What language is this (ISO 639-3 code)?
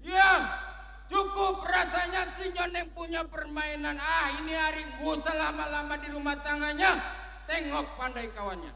bew